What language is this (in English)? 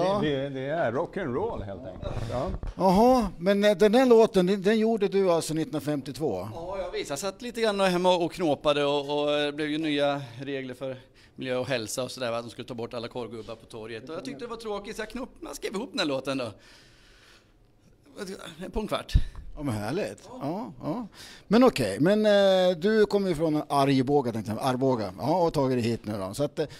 Swedish